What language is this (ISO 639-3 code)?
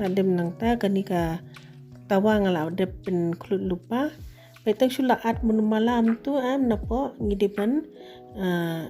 kha